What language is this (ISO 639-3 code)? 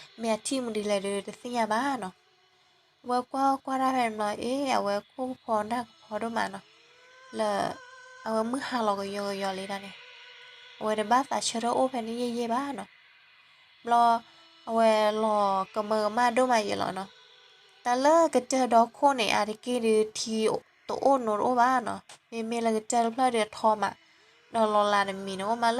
ksw